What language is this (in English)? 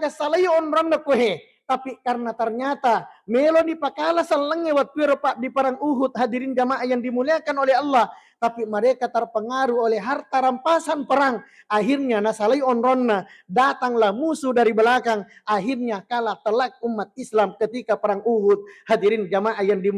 Buginese